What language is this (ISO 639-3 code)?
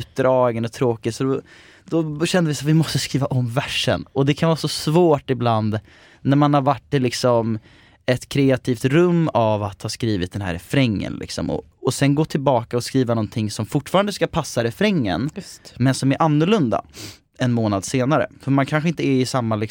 swe